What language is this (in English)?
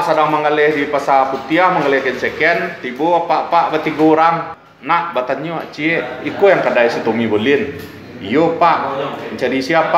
Minangkabau